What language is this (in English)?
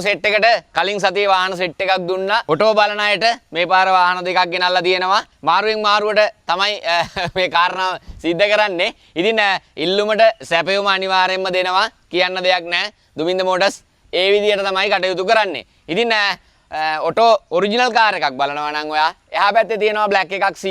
Sinhala